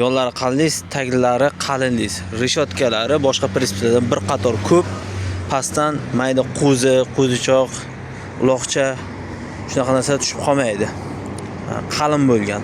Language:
Uzbek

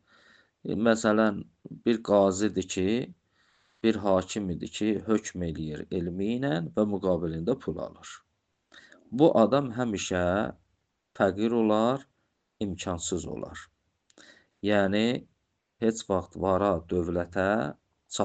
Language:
Azerbaijani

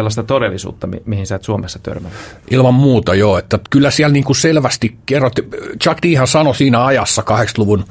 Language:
Finnish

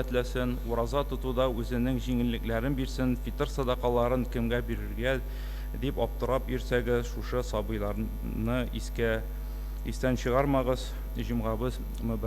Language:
Tatar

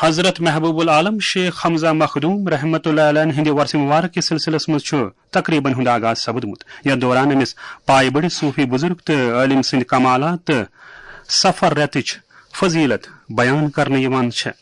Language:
Kashmiri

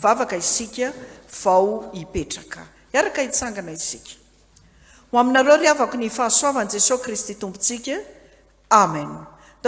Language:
Malagasy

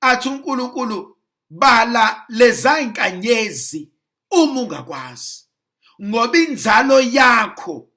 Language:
Zulu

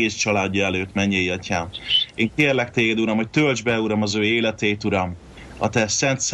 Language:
Hungarian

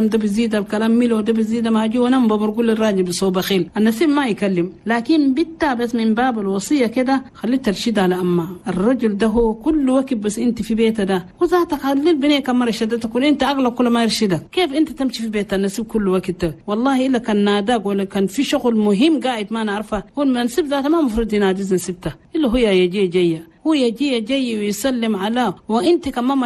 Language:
Chadian Arabic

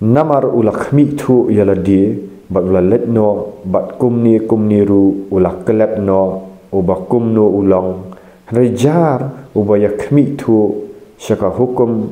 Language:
Khasi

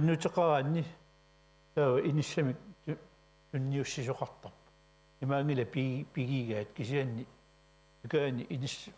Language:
Kalaallisut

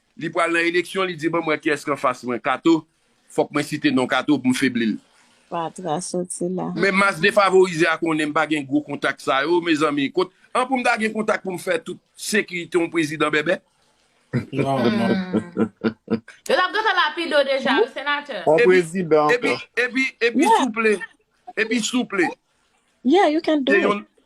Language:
Haitian Creole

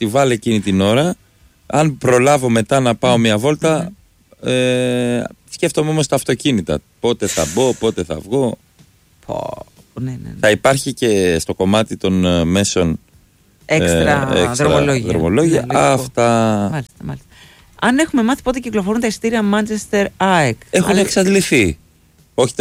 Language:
Greek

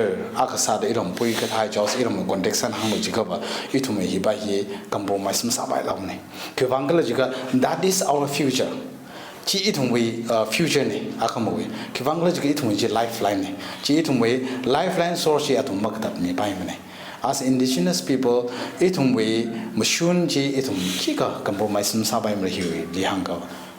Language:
Tangkhul Naga (India)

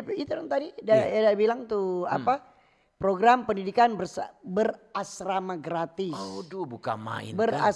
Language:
Manado Malay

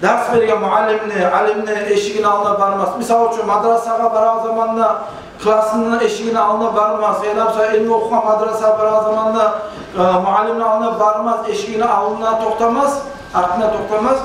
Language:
Kumyk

